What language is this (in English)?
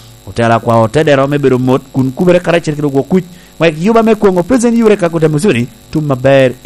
Lango (Uganda)